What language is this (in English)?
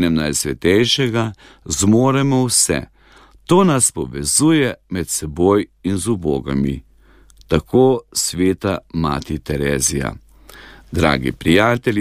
Slovenian